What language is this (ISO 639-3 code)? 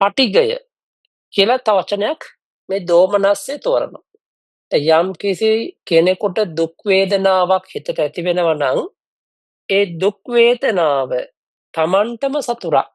sin